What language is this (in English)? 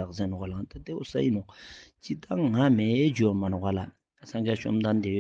Ladakhi